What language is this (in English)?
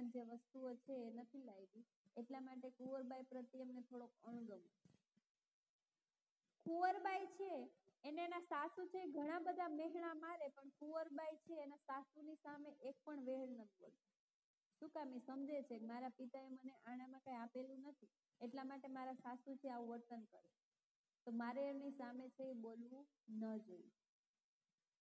Gujarati